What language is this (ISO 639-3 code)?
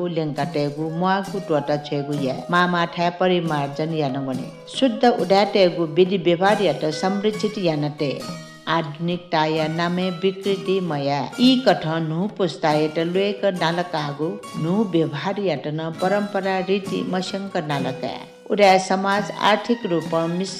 new